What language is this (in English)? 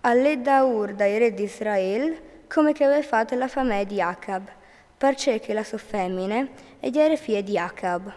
Friulian